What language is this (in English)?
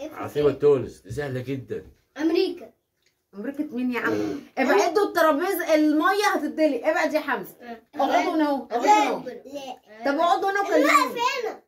Egyptian Arabic